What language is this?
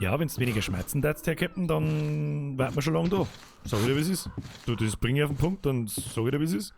Bavarian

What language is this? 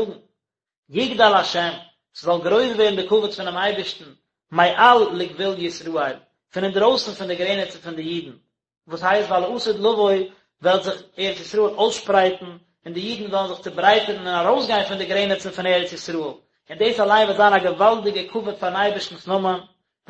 Yiddish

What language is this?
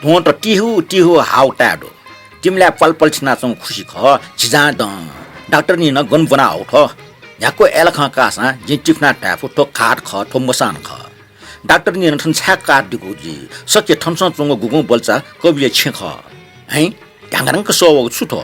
Newari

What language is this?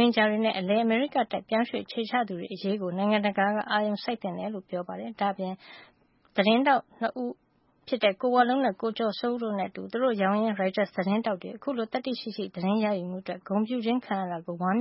Burmese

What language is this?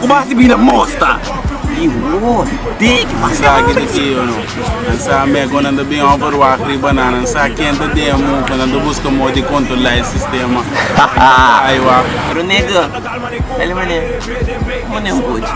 Papiamento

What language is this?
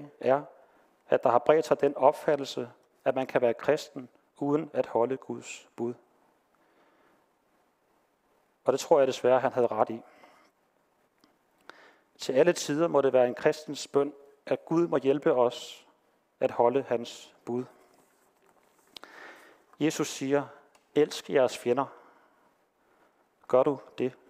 Danish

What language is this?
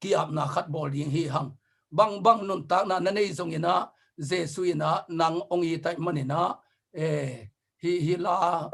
Tedim Chin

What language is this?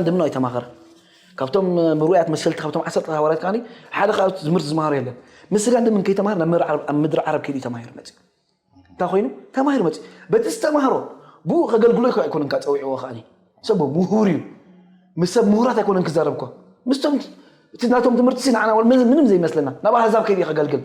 Tigrinya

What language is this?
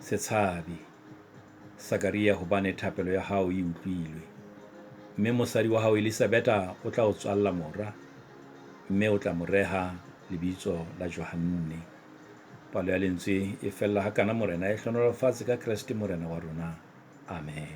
Southern Sotho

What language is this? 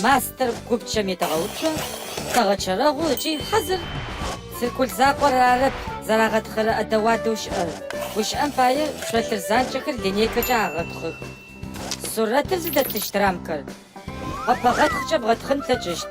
Adyghe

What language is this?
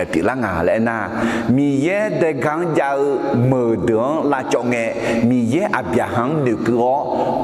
Akha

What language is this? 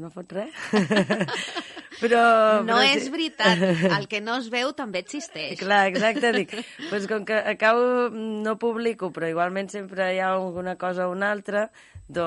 Catalan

